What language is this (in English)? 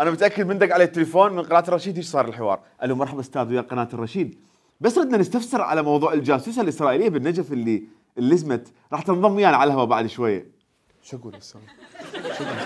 Mesopotamian Arabic